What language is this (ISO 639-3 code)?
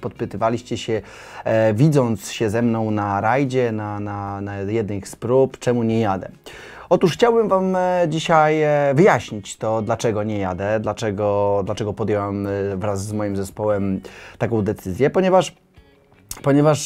pol